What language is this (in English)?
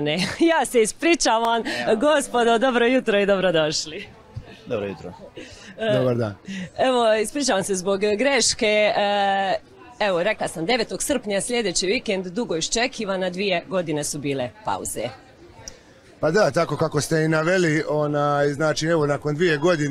Croatian